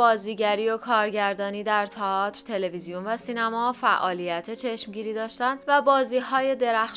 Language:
Persian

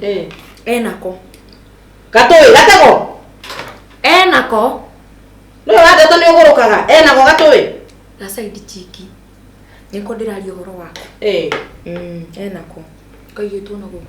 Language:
Kikuyu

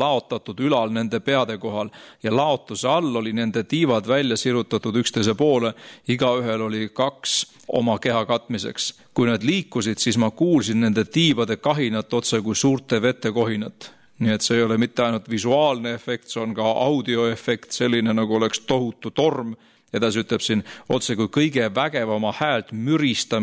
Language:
Estonian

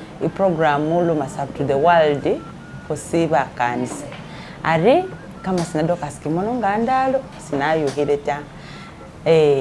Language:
Masaaba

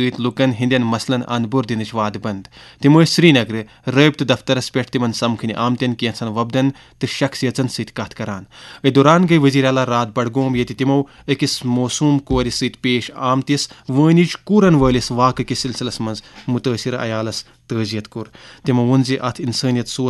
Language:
Kashmiri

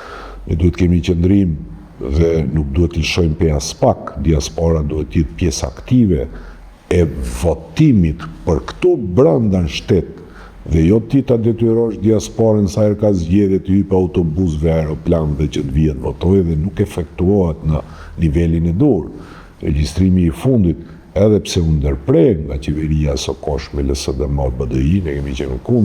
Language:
Albanian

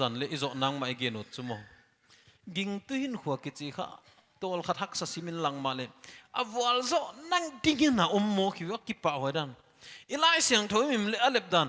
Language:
Paite Chin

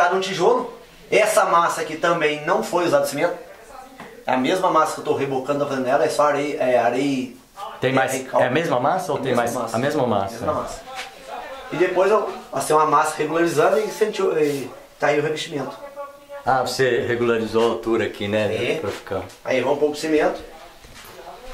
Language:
Portuguese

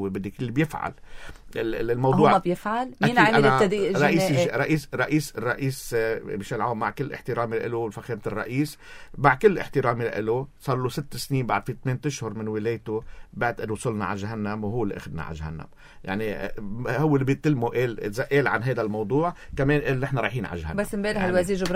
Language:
North Levantine Arabic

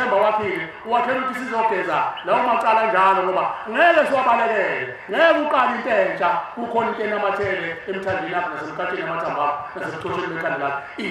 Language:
Zulu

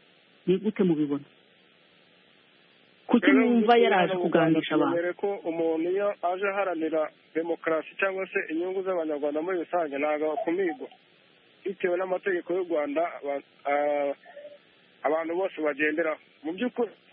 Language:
Kinyarwanda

